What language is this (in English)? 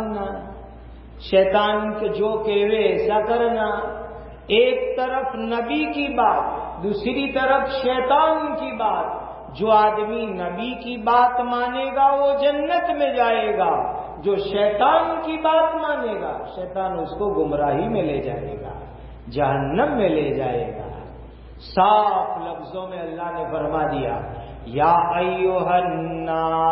Urdu